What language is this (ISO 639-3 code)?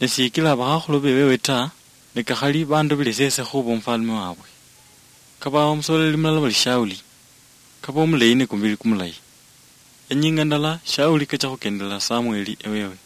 luy